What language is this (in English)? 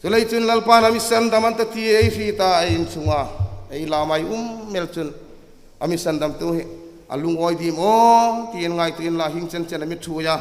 Hmar